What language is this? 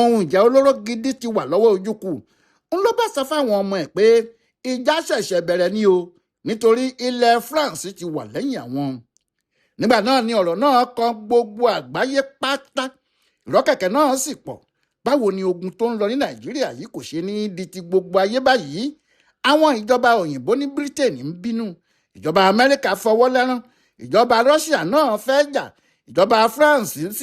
Yoruba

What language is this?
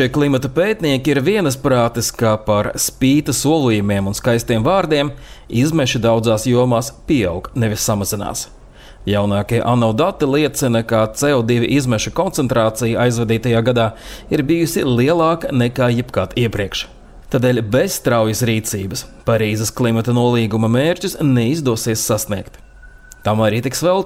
Latvian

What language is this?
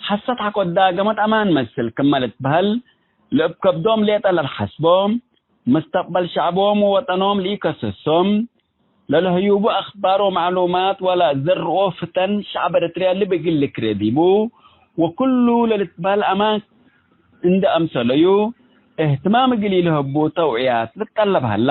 Tigre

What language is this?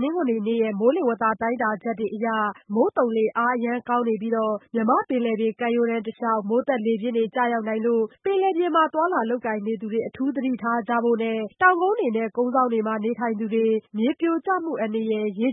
Burmese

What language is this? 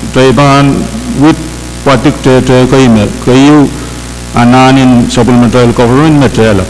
Pohnpeian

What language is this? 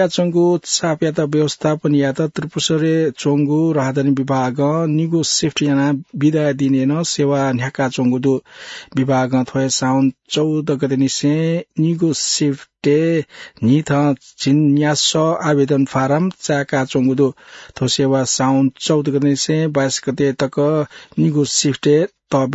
Newari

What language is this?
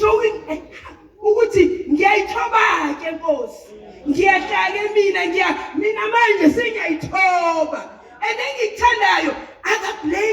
Zulu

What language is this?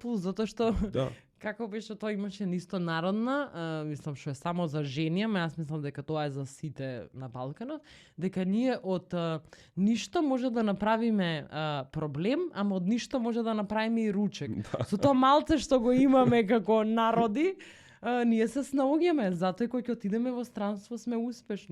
Macedonian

